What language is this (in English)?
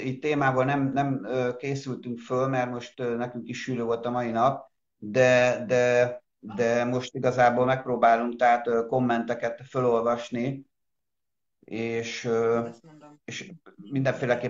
Hungarian